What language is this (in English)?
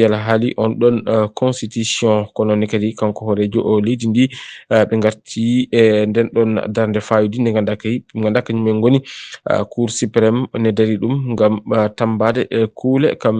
Fula